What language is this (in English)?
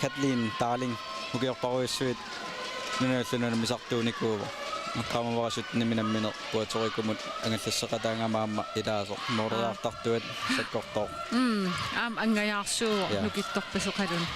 Kalaallisut